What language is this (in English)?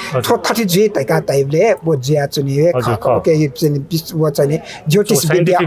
Newari